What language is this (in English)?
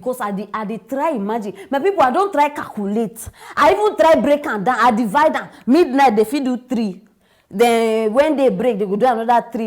Nigerian Pidgin